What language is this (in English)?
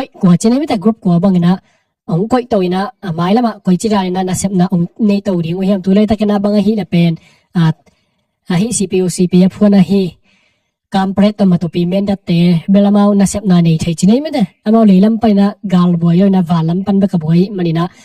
Tedim Chin